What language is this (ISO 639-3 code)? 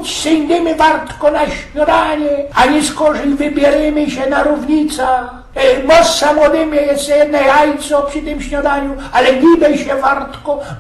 szl